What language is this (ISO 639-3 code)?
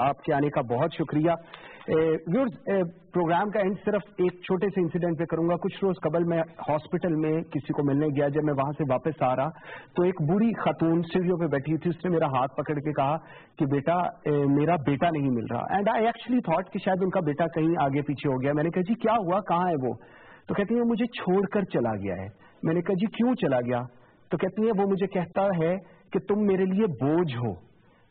urd